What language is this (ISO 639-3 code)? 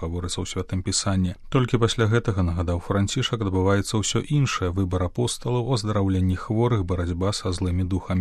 bel